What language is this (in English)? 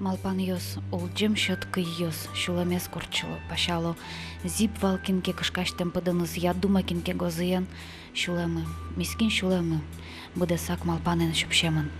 Udmurt